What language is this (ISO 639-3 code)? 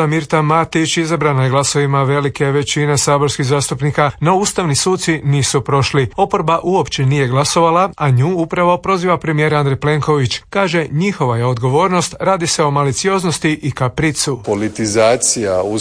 hrv